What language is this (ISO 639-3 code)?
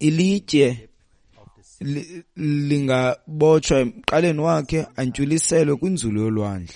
xho